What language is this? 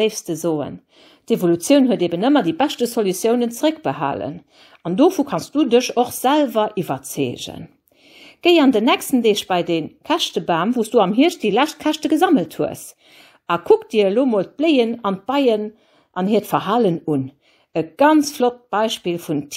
Luxembourgish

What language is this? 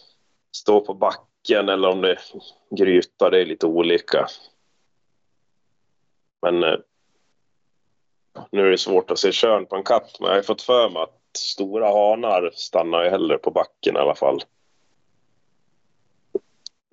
Swedish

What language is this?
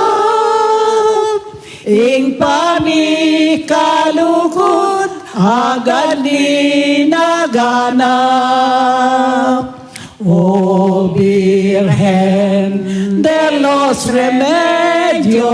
Pampanga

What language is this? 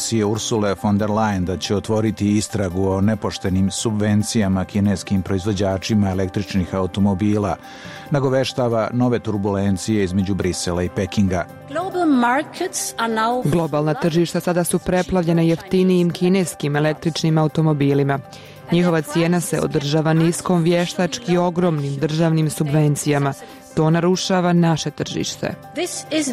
Croatian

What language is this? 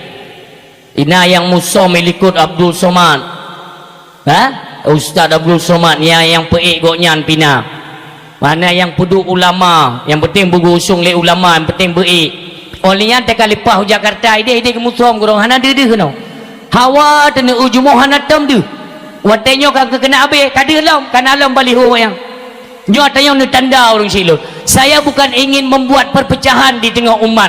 Achinese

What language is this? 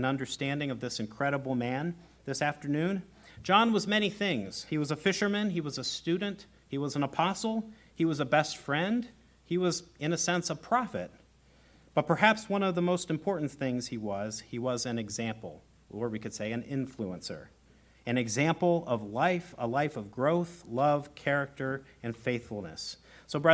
English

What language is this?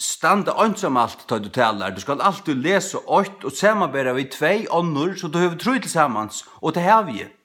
Faroese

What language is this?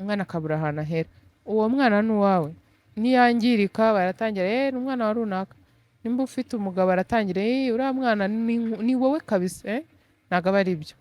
Kinyarwanda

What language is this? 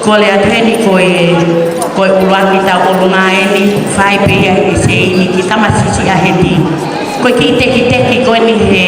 Tongan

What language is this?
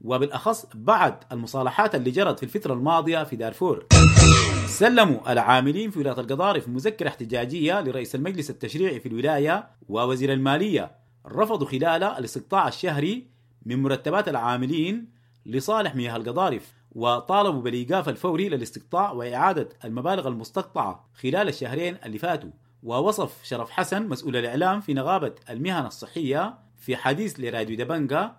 Sudanese Arabic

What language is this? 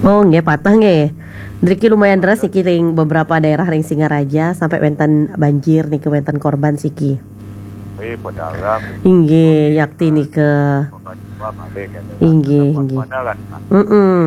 Balinese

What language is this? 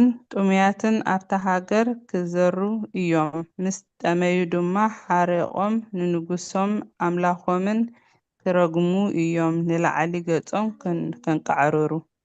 Tigrinya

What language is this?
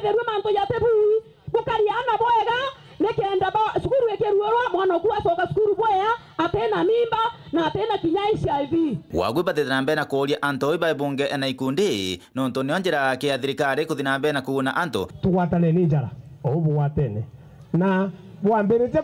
Meru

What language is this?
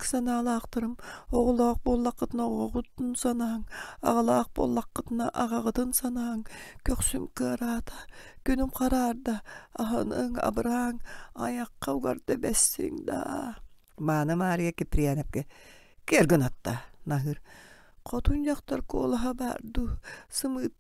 Yakut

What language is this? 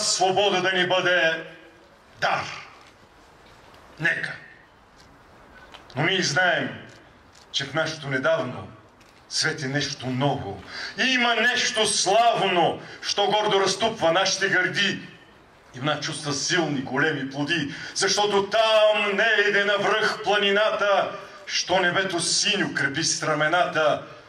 Bulgarian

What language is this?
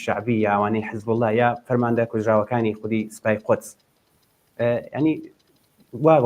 Central Kurdish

